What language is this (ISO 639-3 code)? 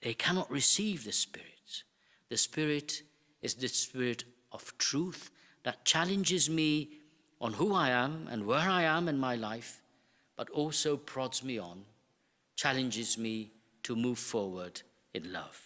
eng